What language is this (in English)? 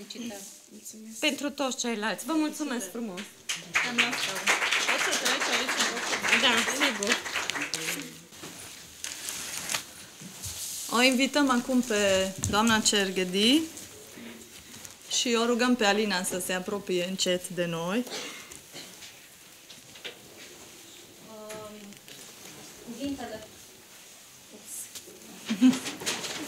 Romanian